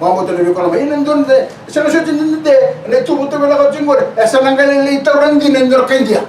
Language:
Fijian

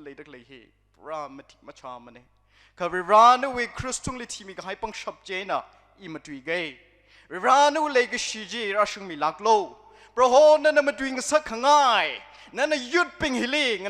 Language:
Tangkhul Naga (India)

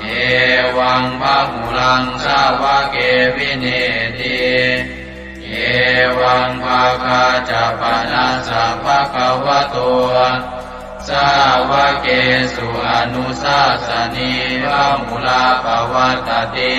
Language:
Pali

